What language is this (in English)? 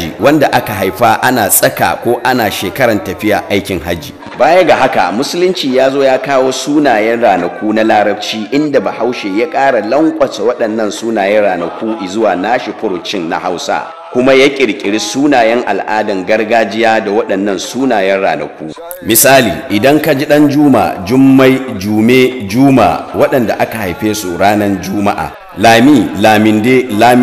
Hausa